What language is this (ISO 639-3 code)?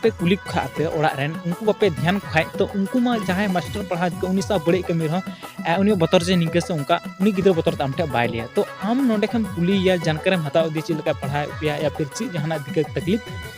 sat